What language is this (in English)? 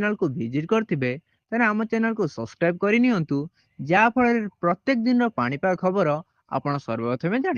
Odia